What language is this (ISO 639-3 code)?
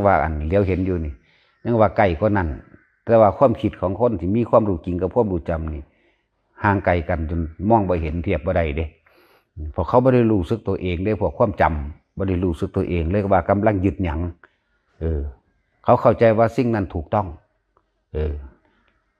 tts